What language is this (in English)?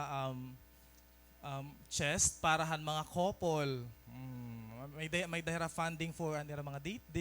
Waray